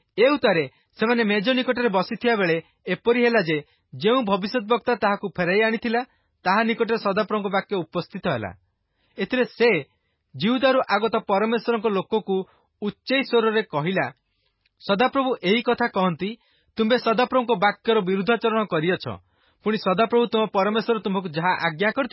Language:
Odia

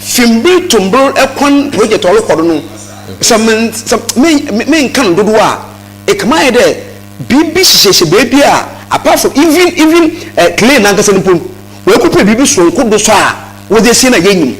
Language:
Akan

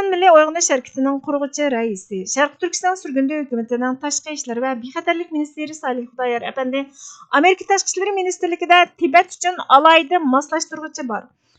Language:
Uyghur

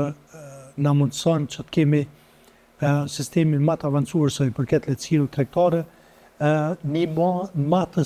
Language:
Albanian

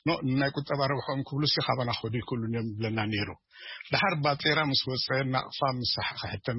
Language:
Tigrinya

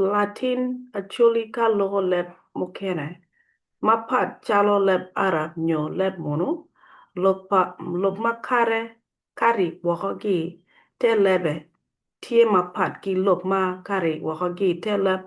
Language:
Acoli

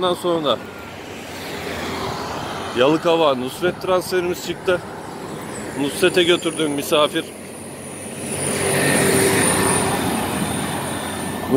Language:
Turkish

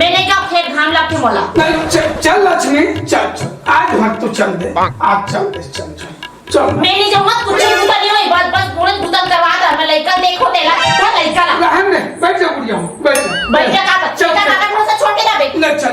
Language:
Chhattisgarhi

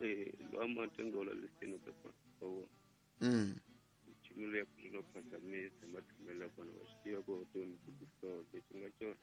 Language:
Tsonga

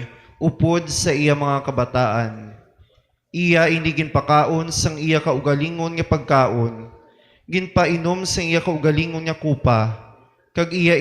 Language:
Hiligaynon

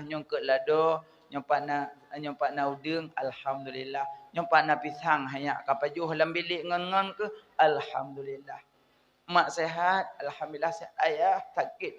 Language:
Achinese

